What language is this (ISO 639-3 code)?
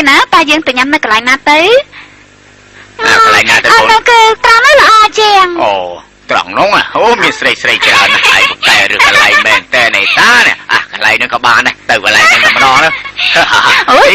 khm